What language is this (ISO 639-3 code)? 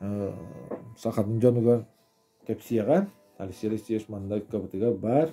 sah